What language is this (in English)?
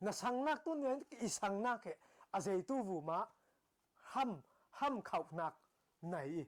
Falam Chin